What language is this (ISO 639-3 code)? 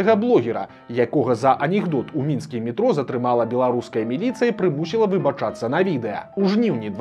bel